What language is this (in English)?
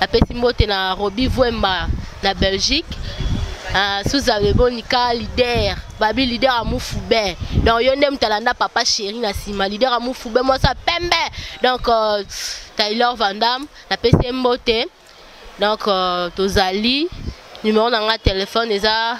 Lingala